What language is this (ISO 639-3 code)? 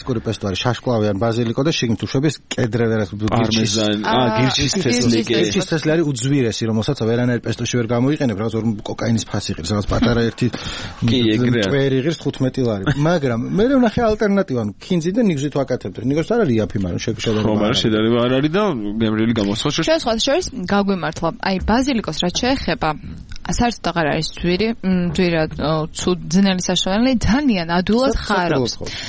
kat